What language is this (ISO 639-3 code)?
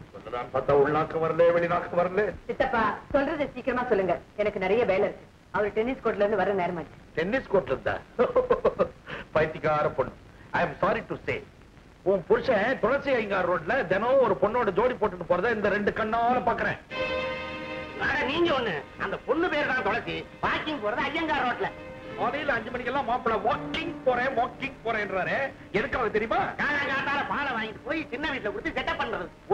tam